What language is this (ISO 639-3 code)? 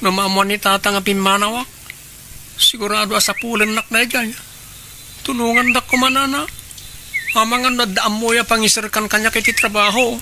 ilo